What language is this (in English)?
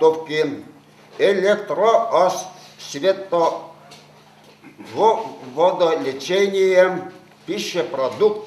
Chuvash